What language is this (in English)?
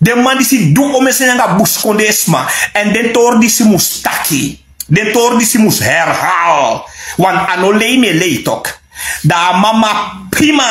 Sranan Tongo